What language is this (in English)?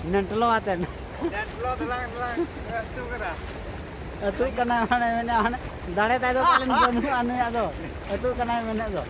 Santali